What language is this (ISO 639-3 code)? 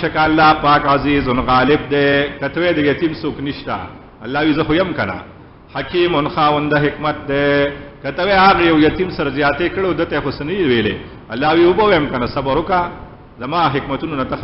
pus